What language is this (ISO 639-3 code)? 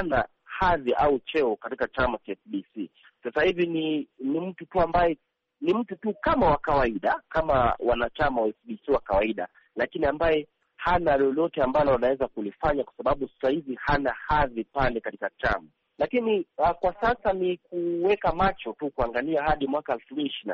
swa